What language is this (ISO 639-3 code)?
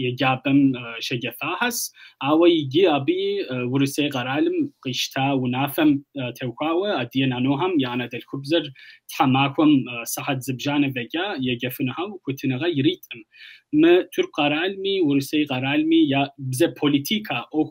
kbd